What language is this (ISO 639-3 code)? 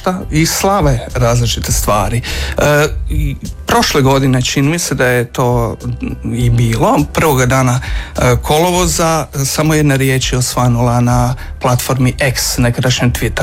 hrv